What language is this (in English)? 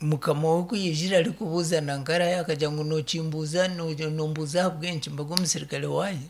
Nyankole